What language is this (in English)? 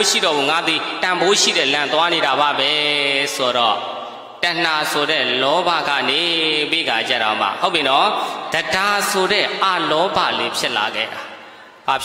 Burmese